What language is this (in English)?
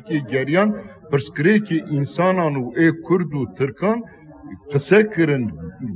Kurdish